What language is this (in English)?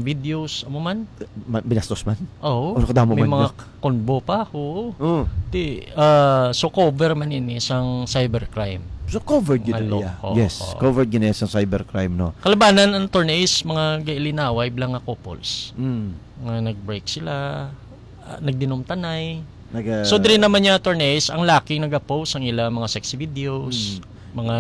Hiligaynon